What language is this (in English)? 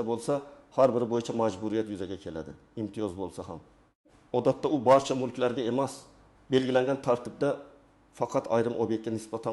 Uzbek